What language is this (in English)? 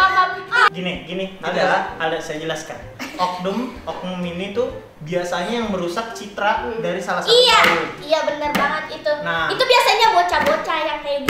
Indonesian